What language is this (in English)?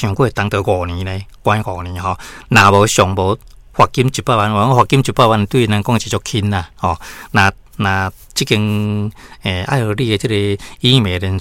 Min Nan Chinese